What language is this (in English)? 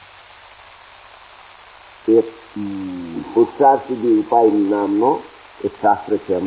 Gujarati